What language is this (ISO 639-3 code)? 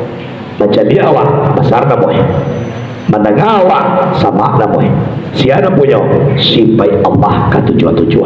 min